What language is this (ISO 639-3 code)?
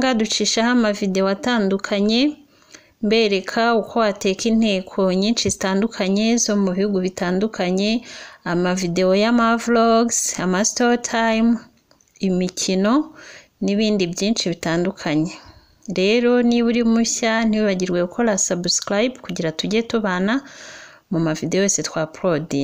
kin